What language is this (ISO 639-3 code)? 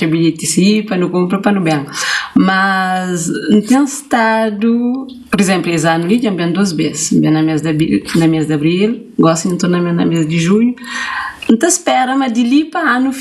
kea